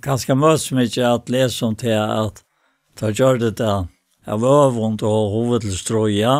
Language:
Faroese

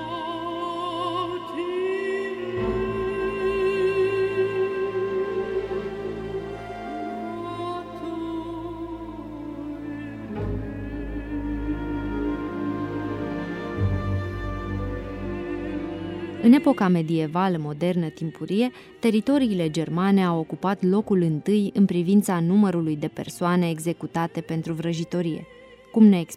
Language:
Romanian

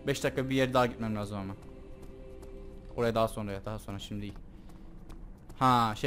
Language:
Turkish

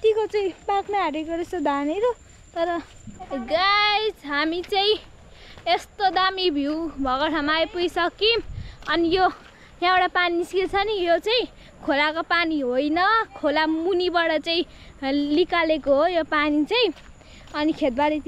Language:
Nepali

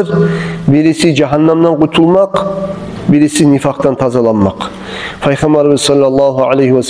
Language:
Kumyk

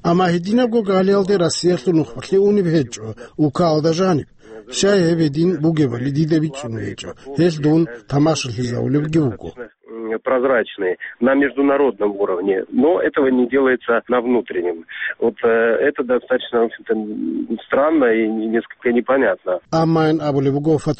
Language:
Avaric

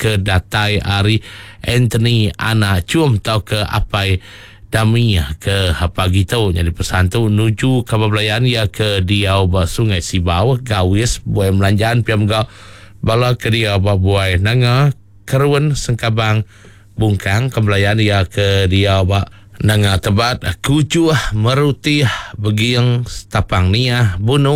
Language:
Iban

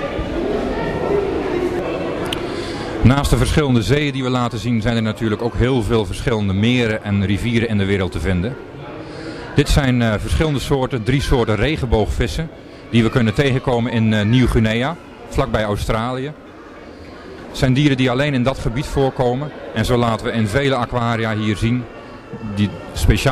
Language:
Dutch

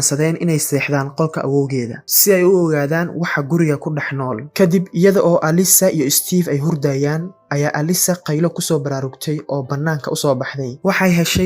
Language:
Somali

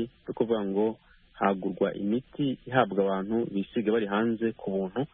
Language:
Kinyarwanda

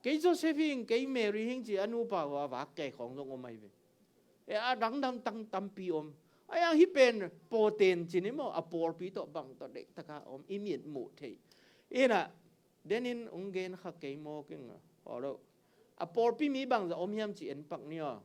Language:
Tedim Chin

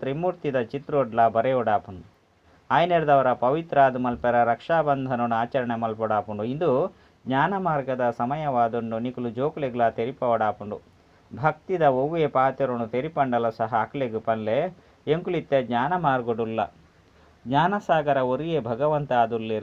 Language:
Tulu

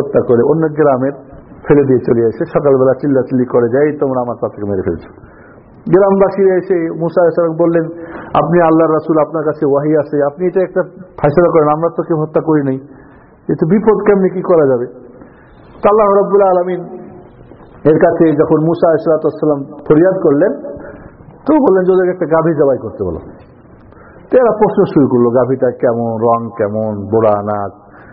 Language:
Bangla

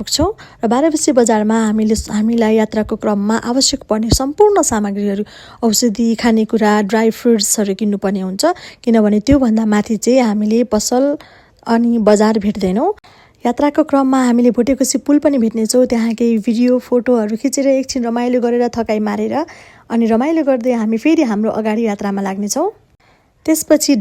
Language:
Nepali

